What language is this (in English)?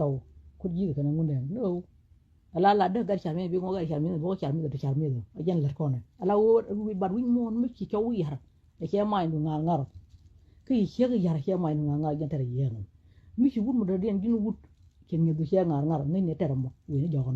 Nuer